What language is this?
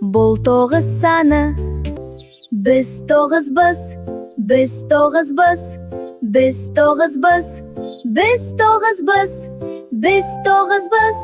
Kara-Kalpak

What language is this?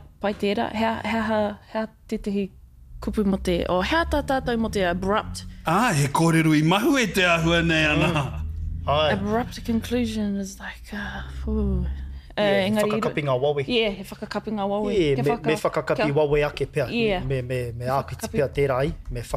Māori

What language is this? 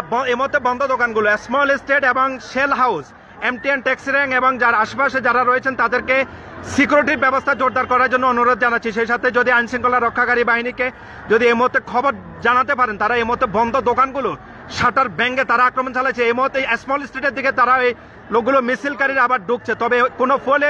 Bangla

